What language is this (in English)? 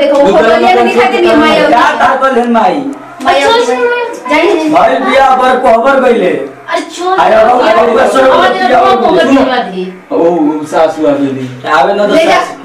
Bhojpuri